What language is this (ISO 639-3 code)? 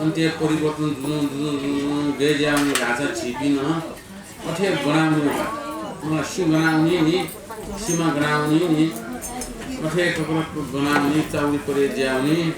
new